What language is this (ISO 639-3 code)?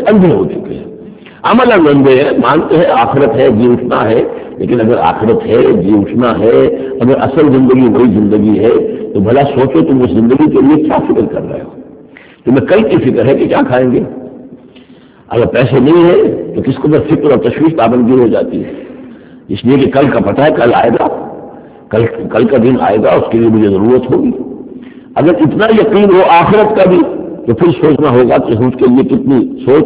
urd